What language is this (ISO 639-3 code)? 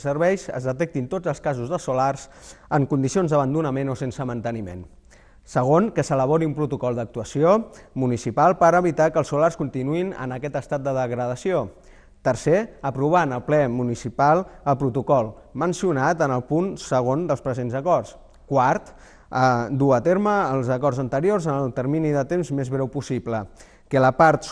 cat